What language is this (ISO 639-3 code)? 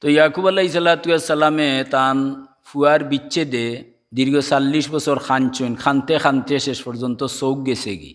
syl